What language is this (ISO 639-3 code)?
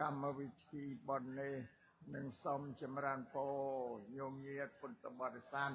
khm